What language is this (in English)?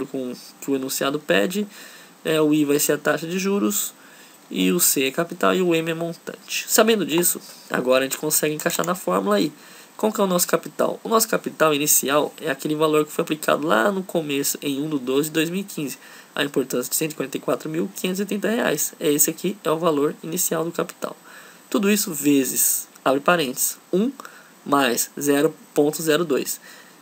Portuguese